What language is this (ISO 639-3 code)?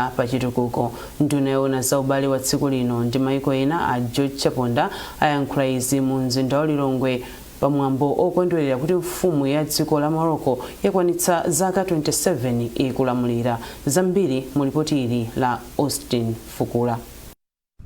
nya